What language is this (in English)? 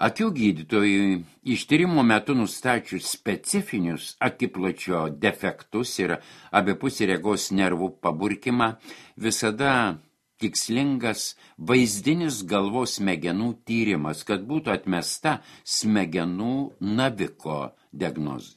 Lithuanian